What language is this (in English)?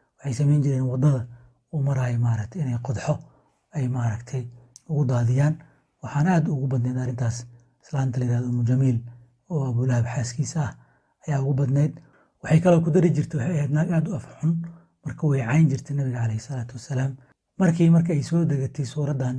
Somali